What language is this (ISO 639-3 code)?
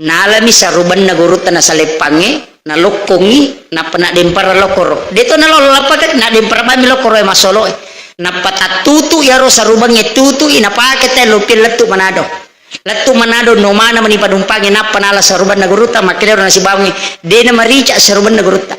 bug